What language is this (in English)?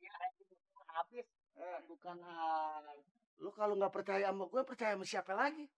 Betawi